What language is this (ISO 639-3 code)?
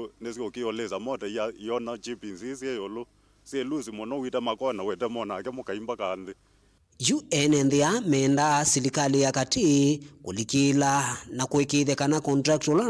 kam